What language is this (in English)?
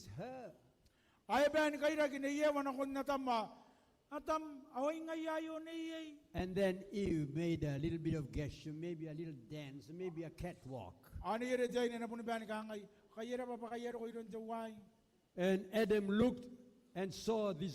Gilbertese